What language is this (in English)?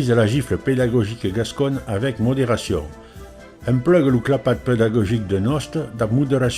Occitan